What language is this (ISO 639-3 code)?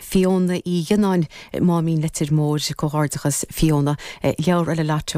gle